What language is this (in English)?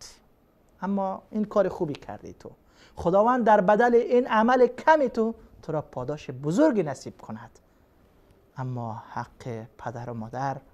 Persian